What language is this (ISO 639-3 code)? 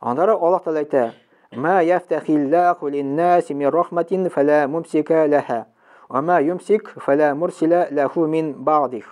tat